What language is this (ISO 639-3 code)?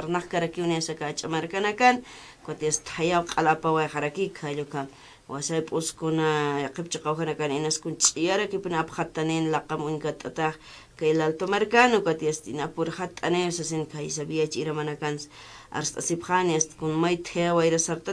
aym